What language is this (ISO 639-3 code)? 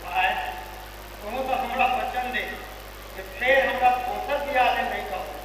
mai